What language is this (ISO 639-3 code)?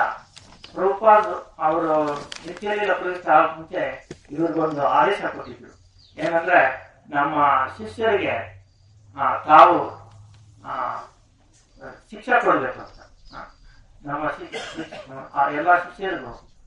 kan